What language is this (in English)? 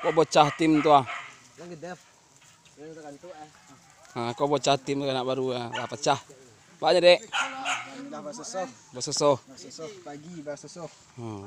Minangkabau